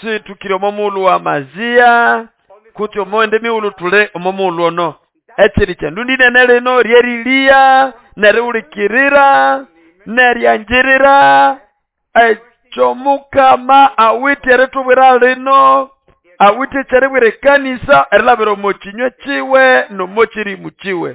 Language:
Nande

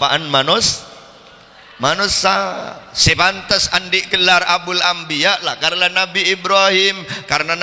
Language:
Madurese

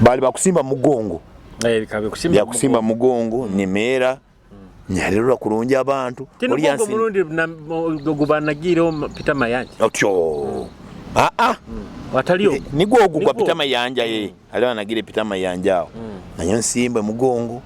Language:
Nyoro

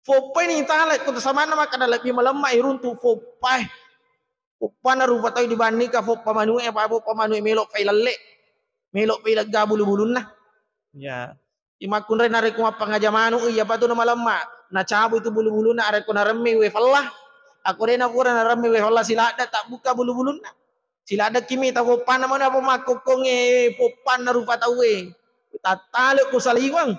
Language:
Buginese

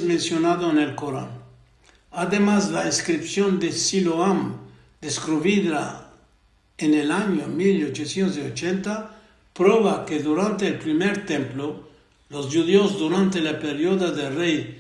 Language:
Ladino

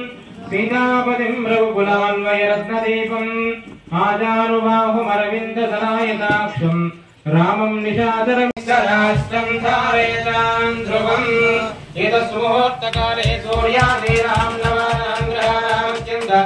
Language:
Telugu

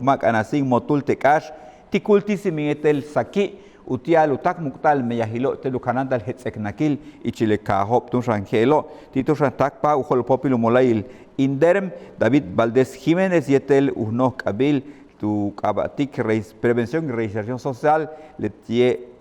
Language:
Yucateco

